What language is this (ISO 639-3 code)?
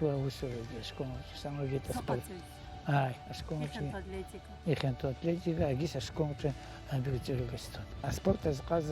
abk